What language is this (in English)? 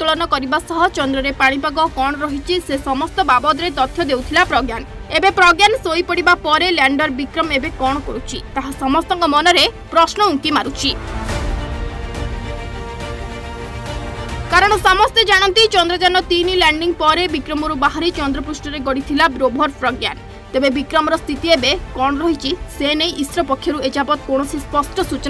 Odia